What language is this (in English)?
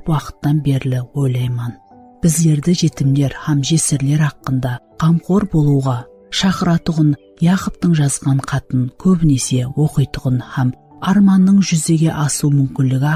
Kara-Kalpak